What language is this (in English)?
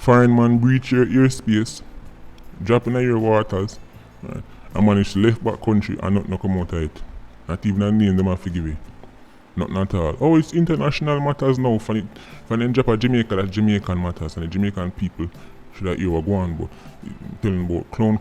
Jamaican Creole English